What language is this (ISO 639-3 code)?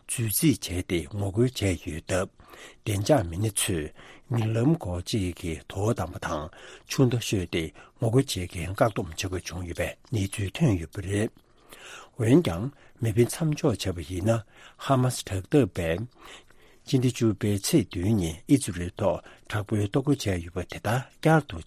bod